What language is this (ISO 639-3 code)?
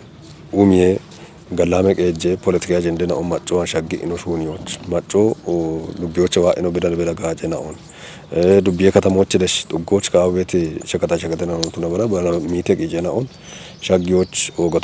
kbr